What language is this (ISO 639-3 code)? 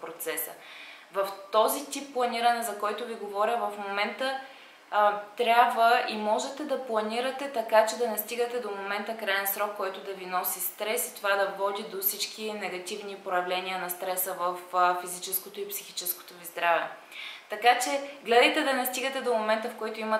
bul